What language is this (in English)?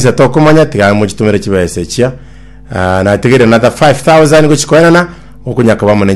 Gusii